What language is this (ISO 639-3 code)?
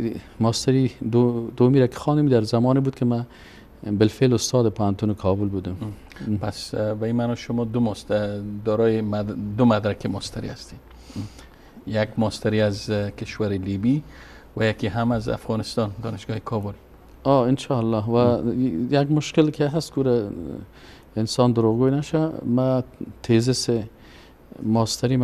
fas